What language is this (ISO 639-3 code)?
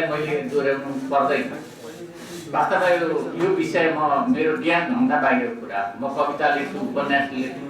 nep